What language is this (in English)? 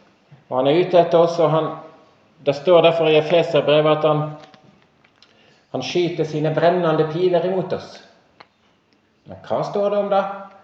Norwegian